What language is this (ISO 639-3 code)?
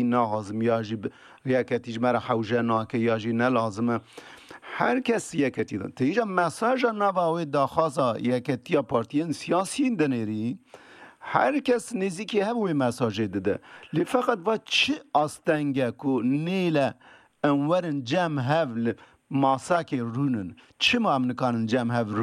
kur